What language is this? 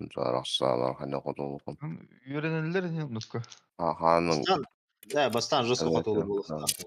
Yakut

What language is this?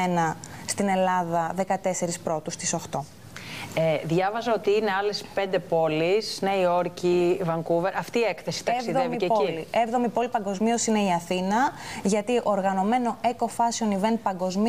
Greek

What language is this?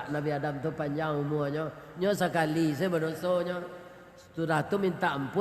Minangkabau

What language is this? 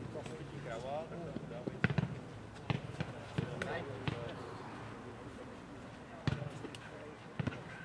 Czech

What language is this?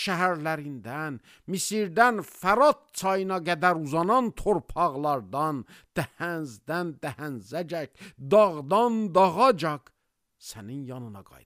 Azerbaijani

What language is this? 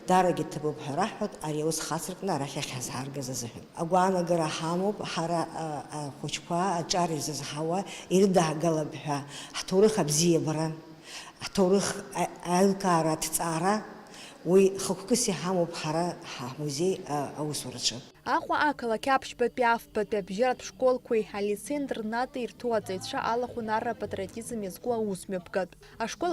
Abkhazian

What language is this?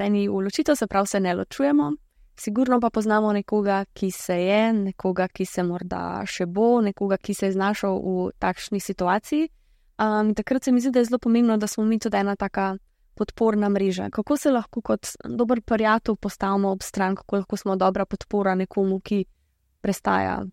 Slovenian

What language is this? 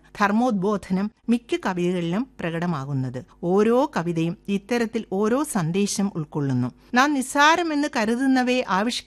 Malayalam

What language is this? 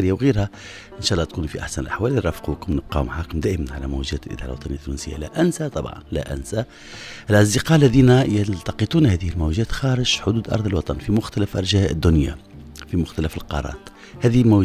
Tunisian Arabic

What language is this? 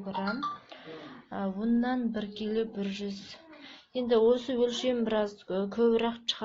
Kazakh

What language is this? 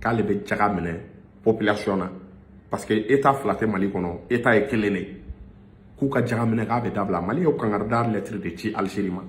Bambara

